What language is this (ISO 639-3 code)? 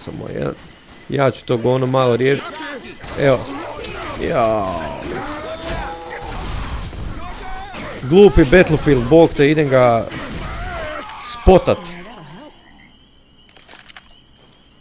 hrv